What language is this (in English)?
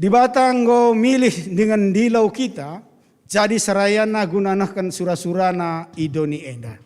Batak Karo